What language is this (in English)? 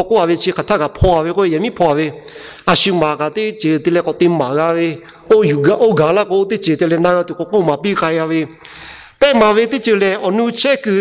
Lahu